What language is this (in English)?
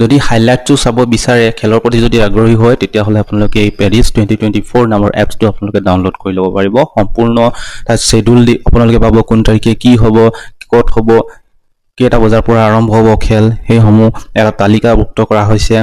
Assamese